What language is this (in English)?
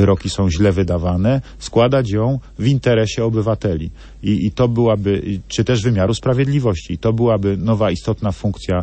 Polish